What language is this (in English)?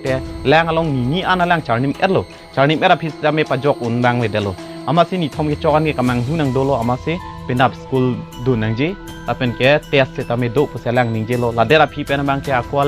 Karbi